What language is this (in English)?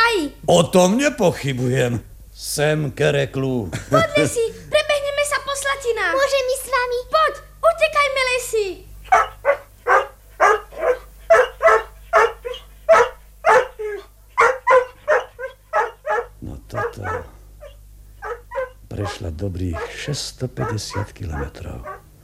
Slovak